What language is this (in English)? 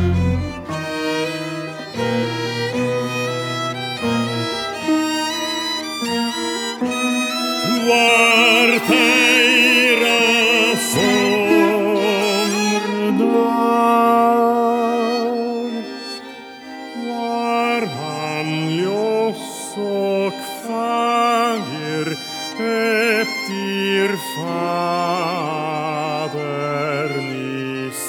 Icelandic